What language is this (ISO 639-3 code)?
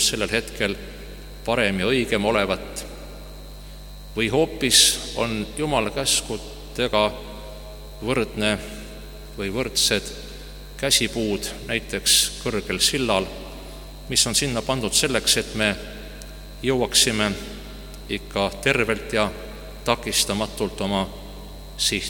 est